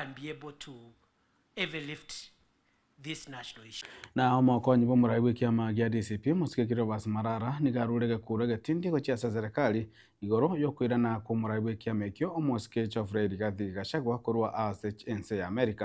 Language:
Gusii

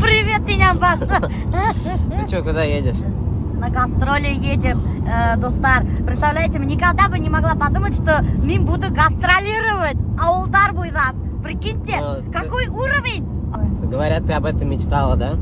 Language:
Bashkir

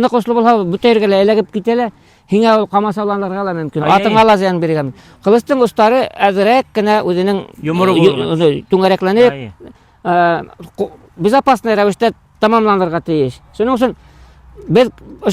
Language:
Bashkir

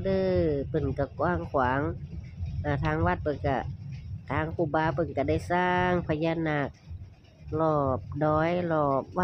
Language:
Northeastern Thai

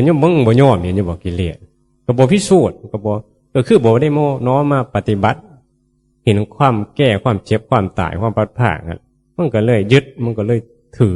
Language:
Northeastern Thai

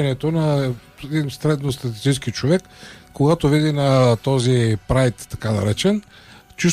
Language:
Bulgarian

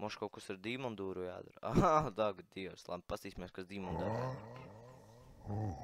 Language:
Latvian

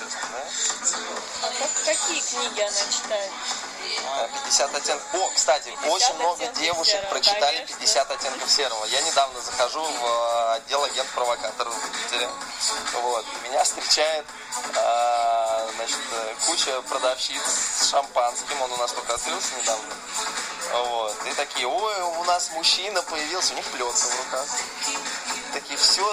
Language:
Russian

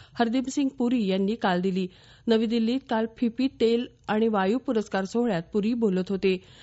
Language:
Marathi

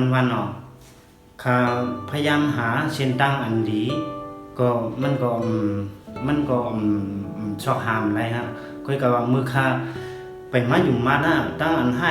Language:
Shan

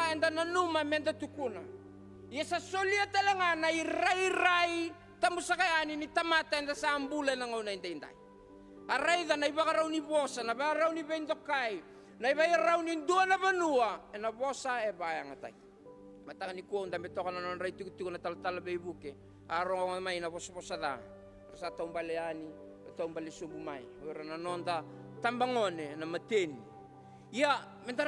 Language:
Fijian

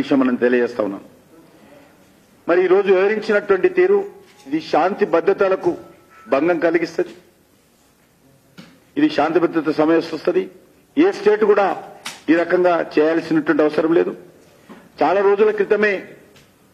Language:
Telugu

